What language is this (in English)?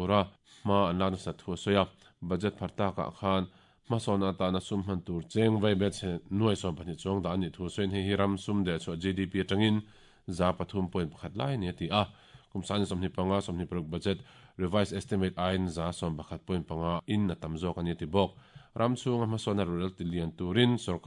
Mizo